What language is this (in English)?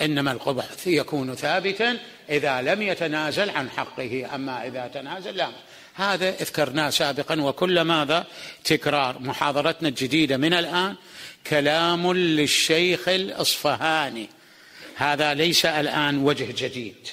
Mesopotamian Arabic